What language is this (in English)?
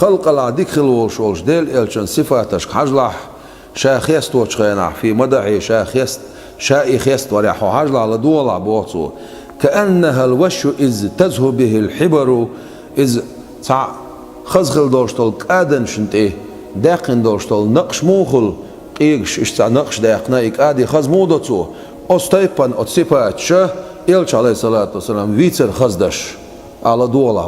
Chechen